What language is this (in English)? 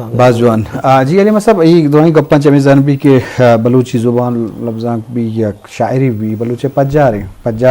Eastern Balochi